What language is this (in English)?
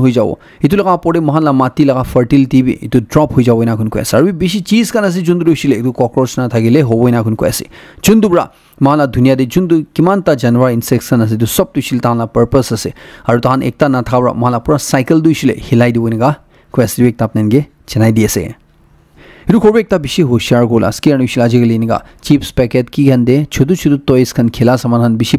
Naga Pidgin